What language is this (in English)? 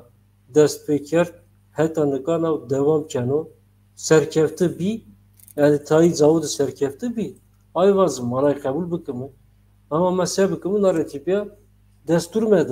Zaza